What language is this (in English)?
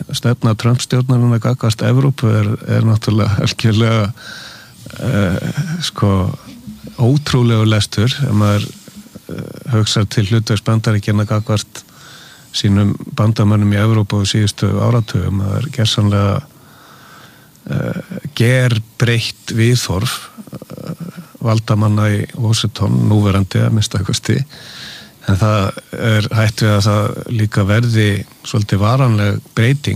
Icelandic